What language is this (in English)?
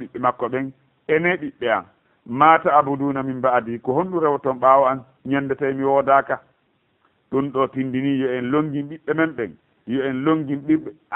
Fula